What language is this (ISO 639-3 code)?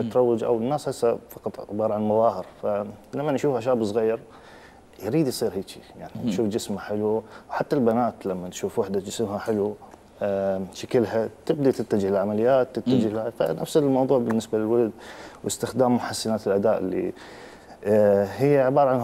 acm